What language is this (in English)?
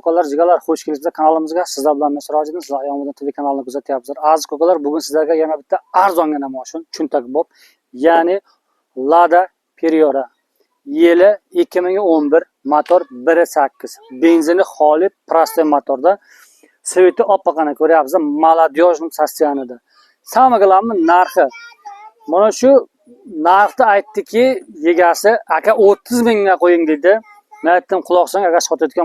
Uzbek